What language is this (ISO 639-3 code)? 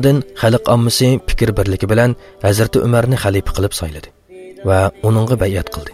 uig